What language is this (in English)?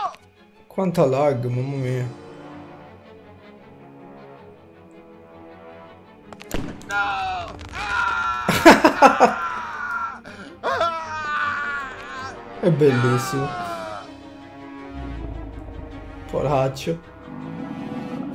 Italian